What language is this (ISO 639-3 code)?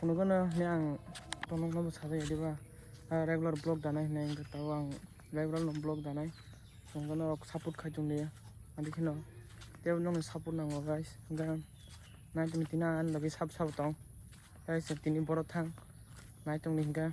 trp